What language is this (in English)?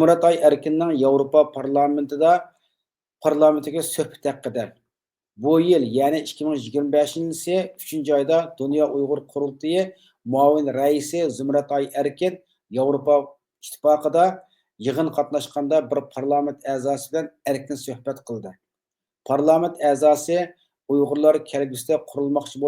Uyghur